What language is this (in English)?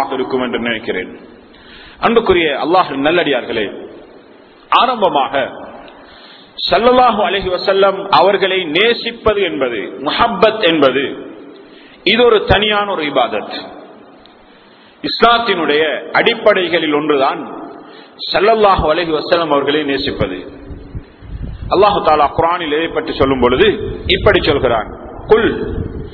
Tamil